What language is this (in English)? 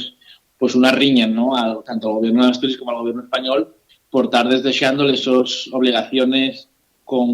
Asturian